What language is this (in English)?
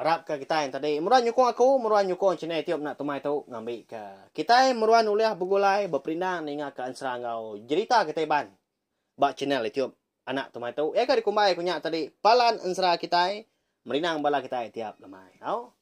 Iban